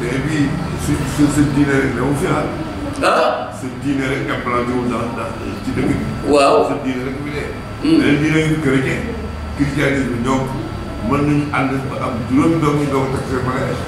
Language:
Wolof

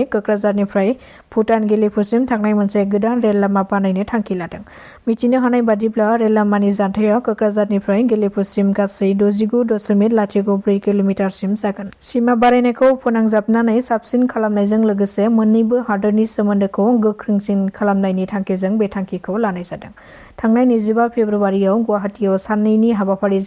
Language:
Bodo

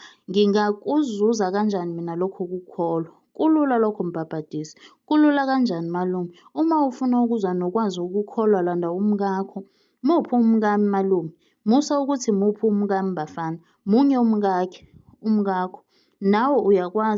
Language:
Zulu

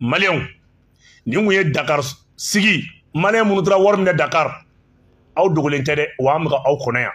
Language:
Bambara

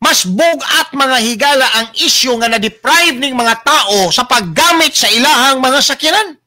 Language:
Cebuano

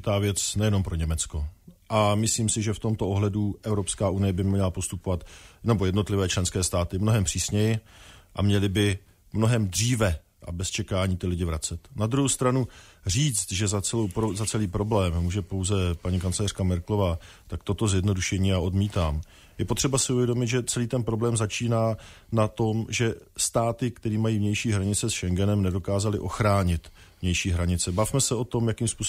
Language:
Czech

